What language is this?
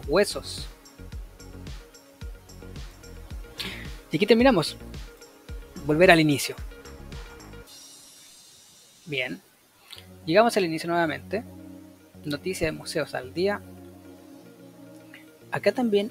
Spanish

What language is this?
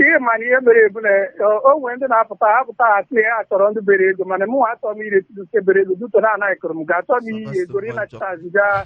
Igbo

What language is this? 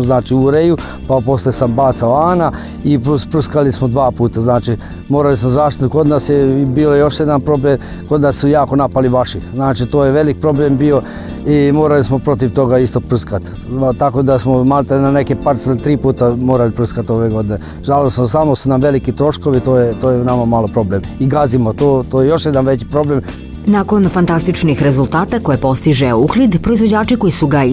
Serbian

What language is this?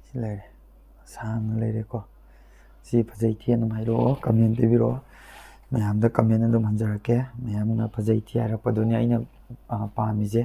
Manipuri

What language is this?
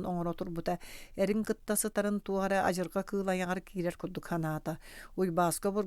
Yakut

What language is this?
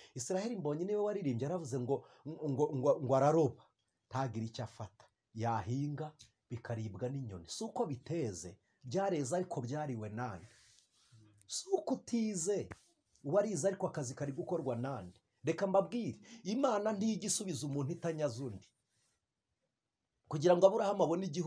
Kinyarwanda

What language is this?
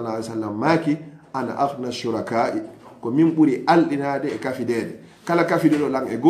Fula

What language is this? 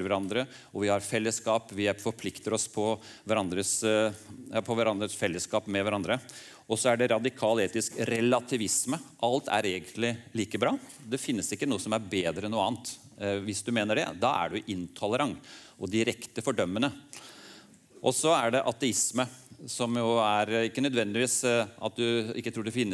Norwegian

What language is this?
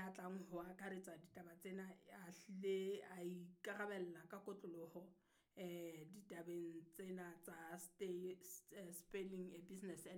Southern Sotho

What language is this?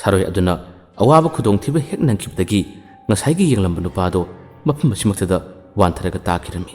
Manipuri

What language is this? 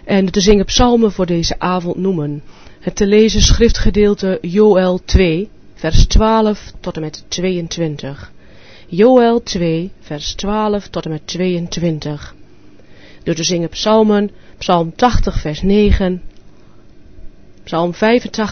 Dutch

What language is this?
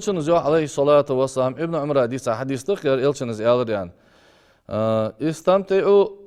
Ingush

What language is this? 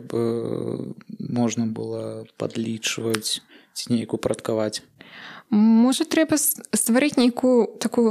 Belarusian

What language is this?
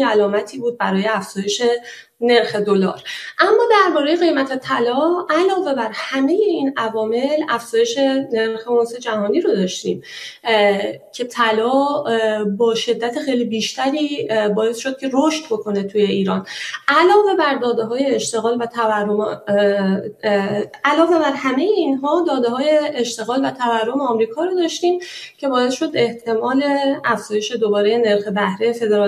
Persian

